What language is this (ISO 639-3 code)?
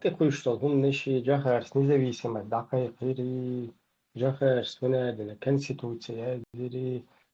che